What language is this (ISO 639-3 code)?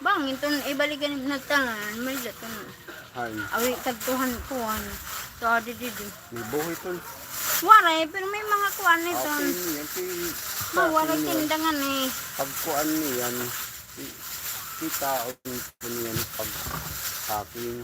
war